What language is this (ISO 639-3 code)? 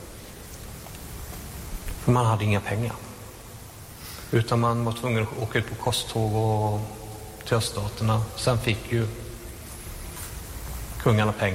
swe